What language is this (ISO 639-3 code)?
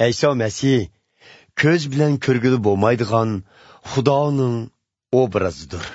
uig